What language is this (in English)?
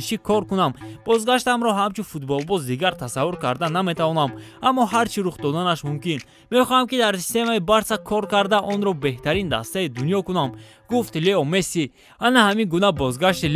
Tajik